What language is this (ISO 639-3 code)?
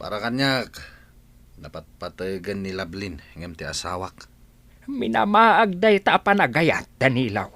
ilo